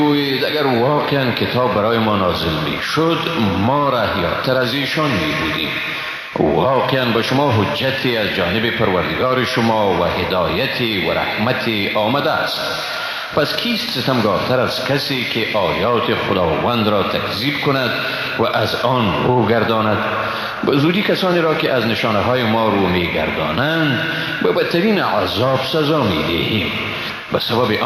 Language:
Persian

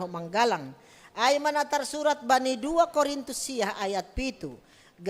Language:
Batak Simalungun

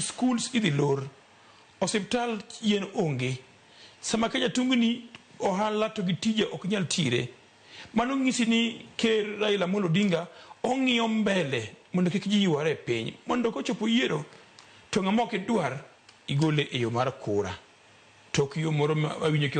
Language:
Luo (Kenya and Tanzania)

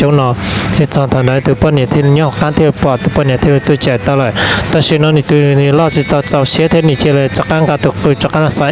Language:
Hmong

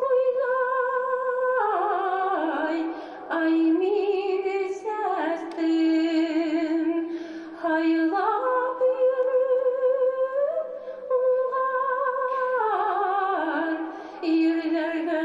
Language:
Bashkir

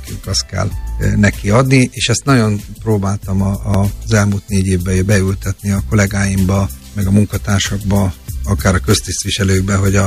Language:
Hungarian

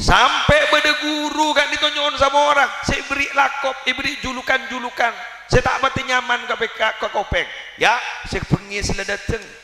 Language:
Madurese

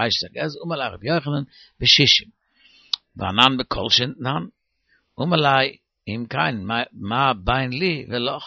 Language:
Yiddish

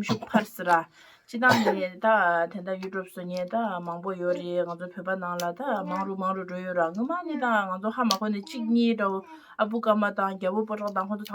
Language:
Tibetan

